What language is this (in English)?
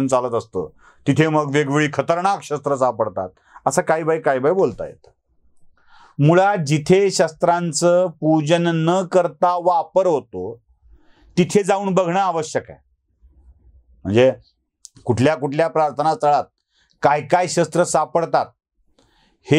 Marathi